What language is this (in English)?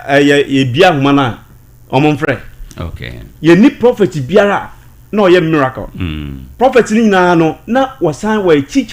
Akan